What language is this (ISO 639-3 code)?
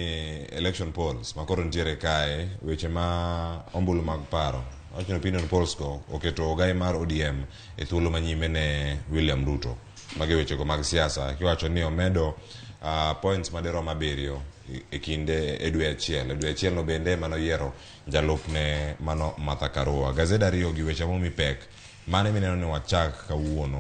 luo